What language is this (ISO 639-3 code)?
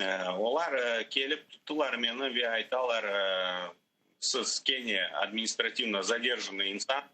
crh